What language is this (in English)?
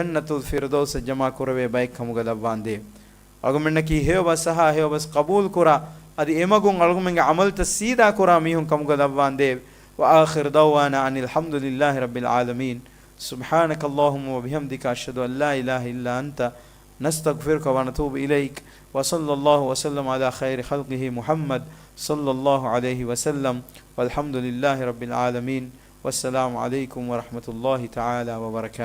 Divehi